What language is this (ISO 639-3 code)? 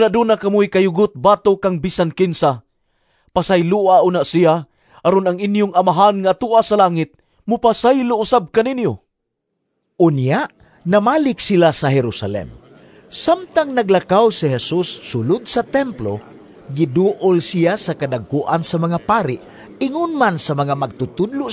ceb